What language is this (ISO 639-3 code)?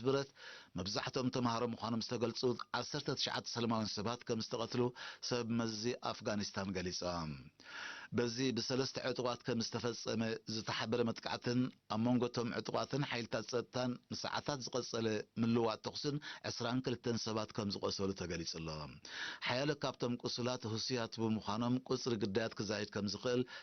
tir